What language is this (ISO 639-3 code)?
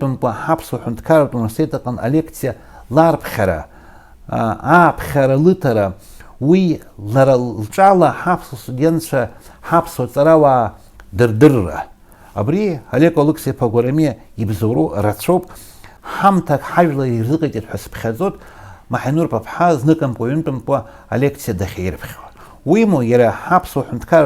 abk